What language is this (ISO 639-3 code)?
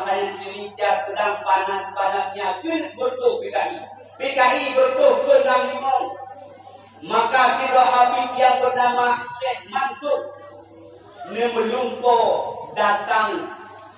ace